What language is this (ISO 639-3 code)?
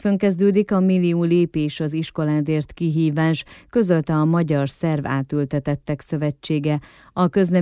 hun